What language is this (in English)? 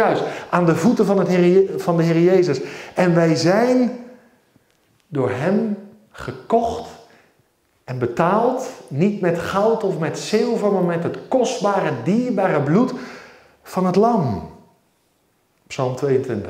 Dutch